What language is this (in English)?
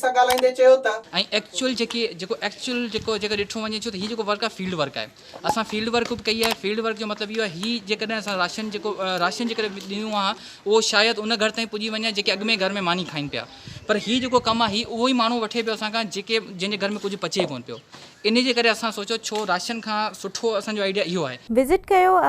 Sindhi